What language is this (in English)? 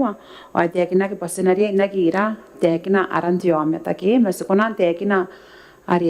Gilbertese